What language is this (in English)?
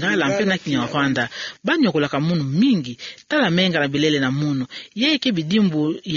Kituba (Democratic Republic of Congo)